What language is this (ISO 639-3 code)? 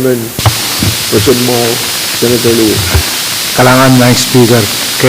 pon